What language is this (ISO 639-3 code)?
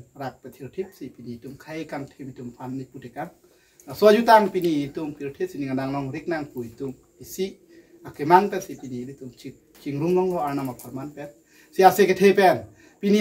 mjw